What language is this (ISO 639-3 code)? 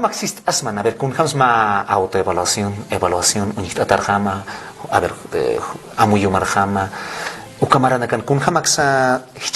aym